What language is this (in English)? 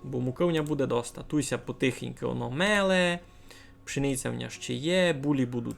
Rusyn